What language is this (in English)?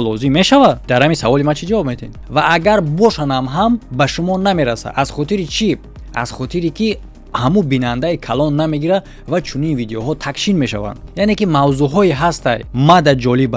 Tajik